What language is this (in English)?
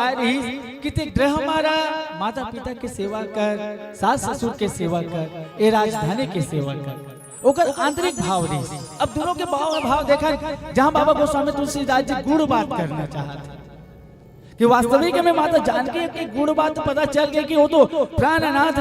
Chhattisgarhi